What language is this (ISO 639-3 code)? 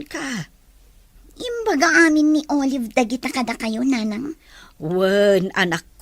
ilo